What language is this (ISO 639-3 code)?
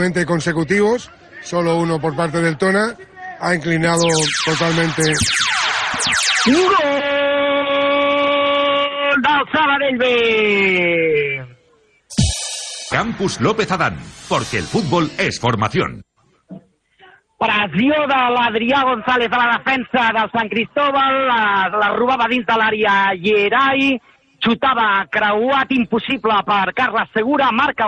cat